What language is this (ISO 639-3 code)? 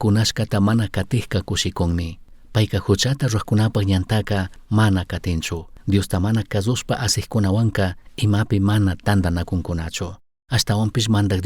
qug